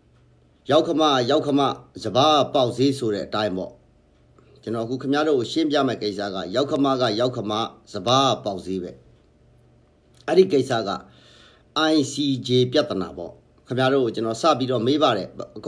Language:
Burmese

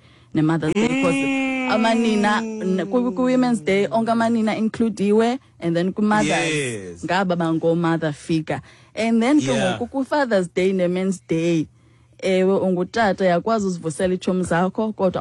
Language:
Xhosa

